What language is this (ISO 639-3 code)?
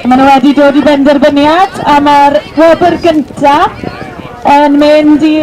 cym